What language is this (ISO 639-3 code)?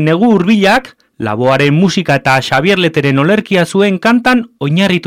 eus